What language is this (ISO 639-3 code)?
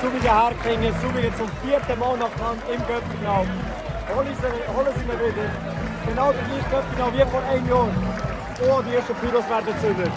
gsw